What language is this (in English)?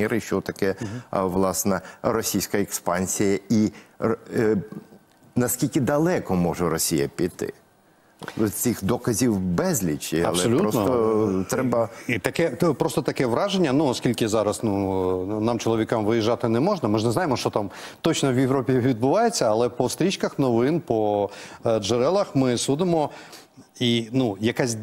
Ukrainian